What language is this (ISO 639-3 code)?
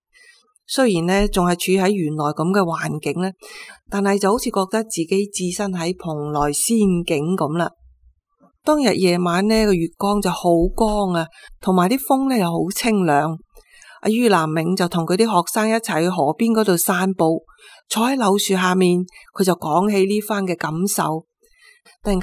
yue